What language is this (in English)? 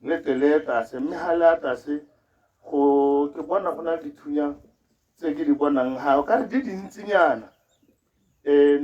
Tswana